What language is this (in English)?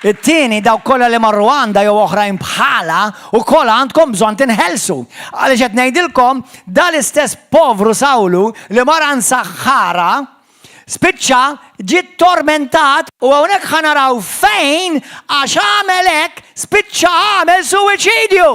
Maltese